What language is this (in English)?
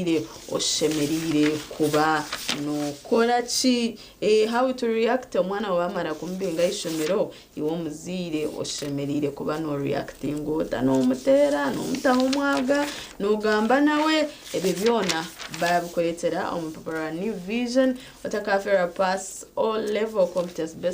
Nyankole